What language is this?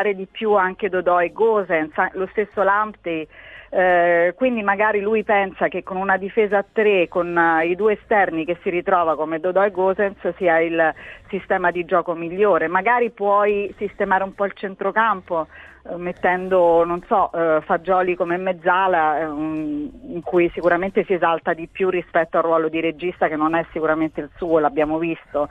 Italian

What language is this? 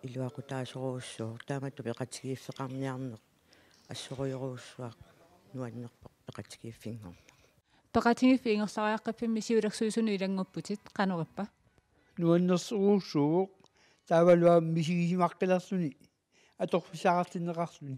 Kalaallisut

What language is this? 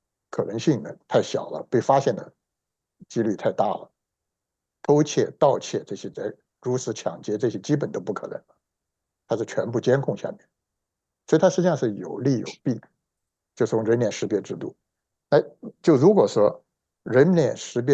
Chinese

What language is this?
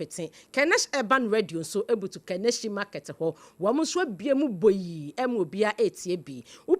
Akan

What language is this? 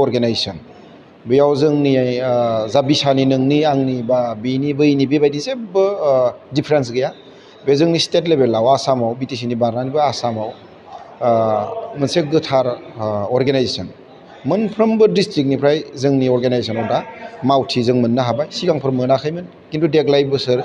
Bodo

